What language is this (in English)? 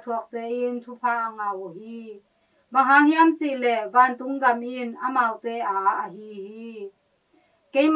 Tedim Chin